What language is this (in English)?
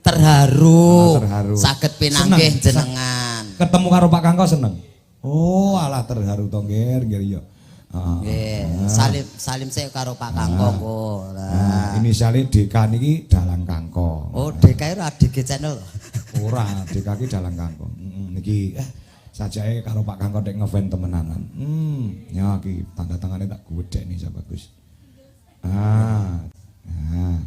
Javanese